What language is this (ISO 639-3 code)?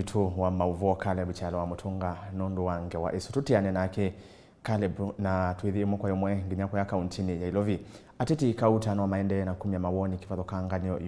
kam